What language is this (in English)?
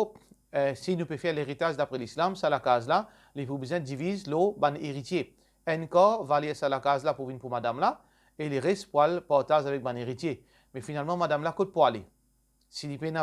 Morisyen